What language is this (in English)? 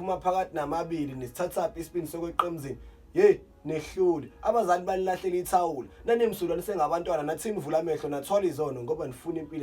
Zulu